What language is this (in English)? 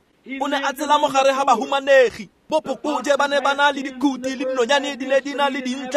Tswana